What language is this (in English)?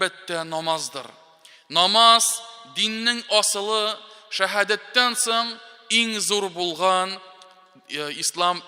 Tatar